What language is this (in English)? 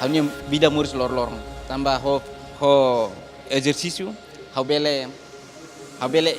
Tetum